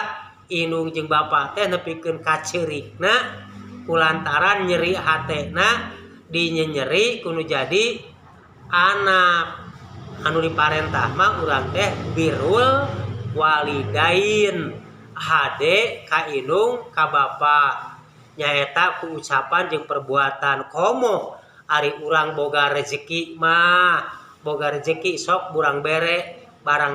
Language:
Sundanese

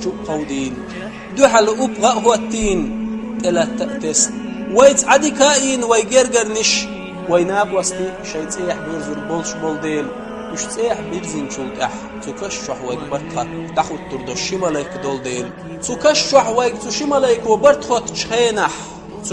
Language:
Chechen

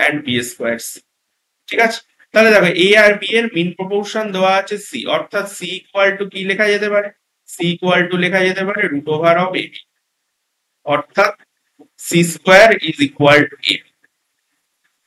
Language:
Bangla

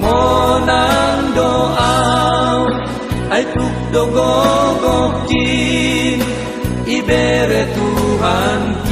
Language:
Batak Simalungun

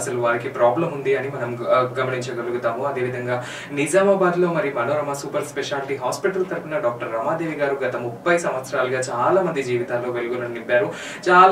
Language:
Telugu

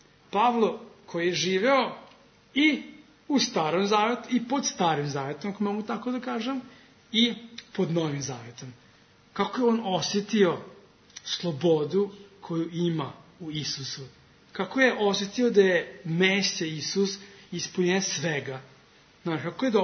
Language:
Serbian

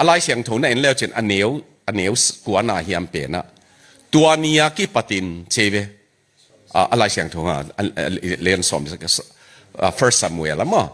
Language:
Tedim Chin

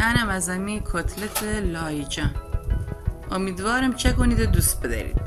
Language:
Gilaki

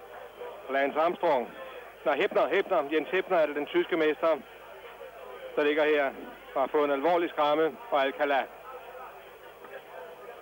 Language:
Danish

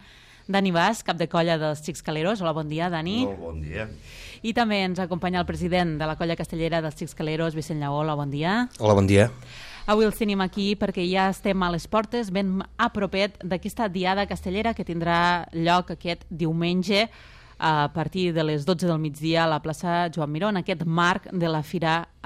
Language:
Catalan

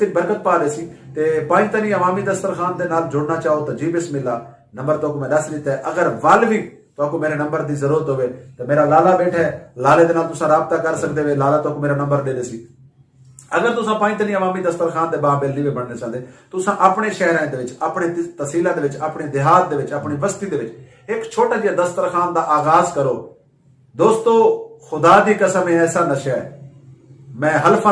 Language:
Saraiki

